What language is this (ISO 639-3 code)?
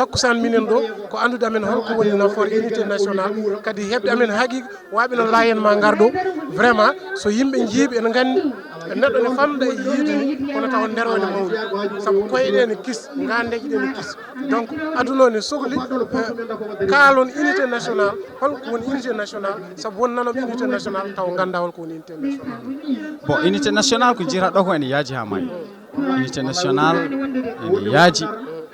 ful